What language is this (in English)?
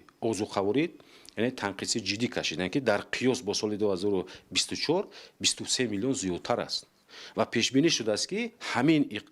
Tajik